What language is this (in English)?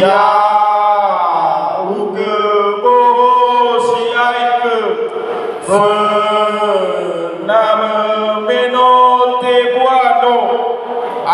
Nias